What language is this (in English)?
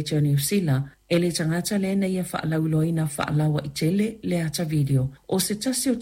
Samoan